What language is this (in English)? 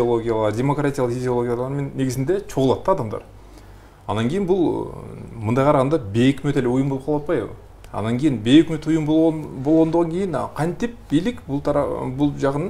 Kyrgyz